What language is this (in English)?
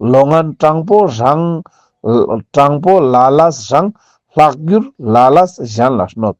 Ladakhi